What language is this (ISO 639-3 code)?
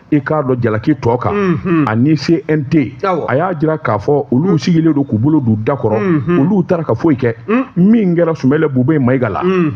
bam